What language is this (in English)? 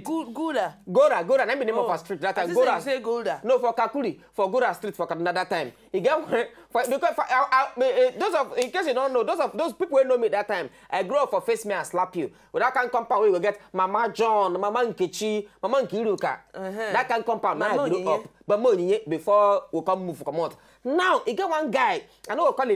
Nigerian Pidgin